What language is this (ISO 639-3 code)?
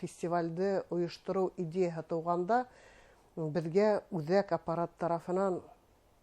bak